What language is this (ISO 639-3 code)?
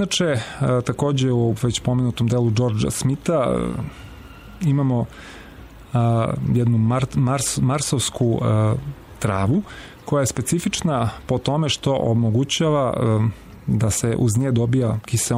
srp